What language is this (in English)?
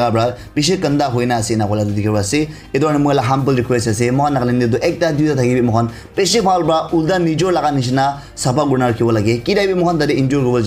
Naga Pidgin